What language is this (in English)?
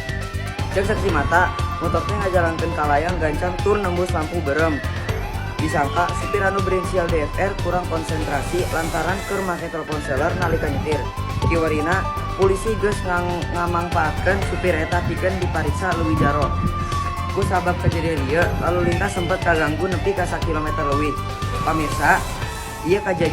Sundanese